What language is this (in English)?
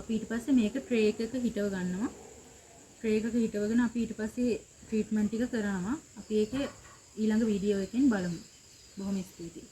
Sinhala